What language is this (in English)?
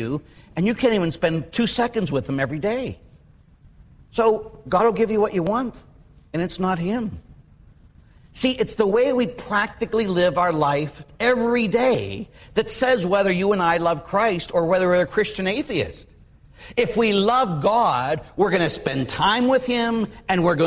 English